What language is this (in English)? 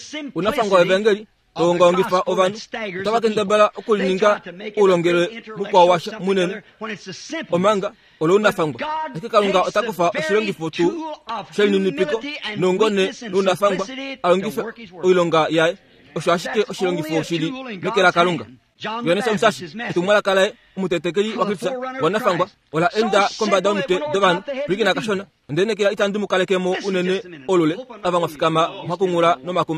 Kuanyama